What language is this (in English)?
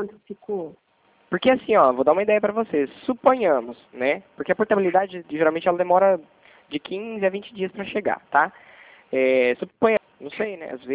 Portuguese